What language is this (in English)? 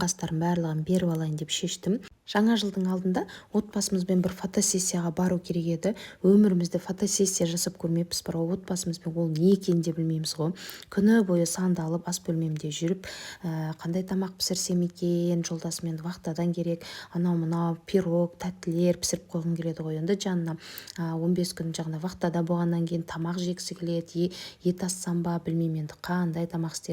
Kazakh